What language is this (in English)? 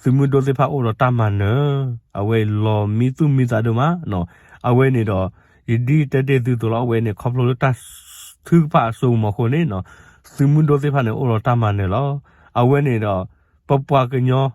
S'gaw Karen